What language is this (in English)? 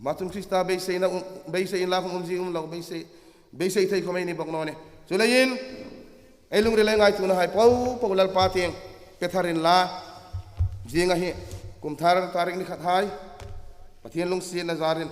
Hmar